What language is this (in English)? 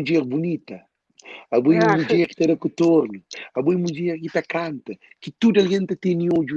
Kabuverdianu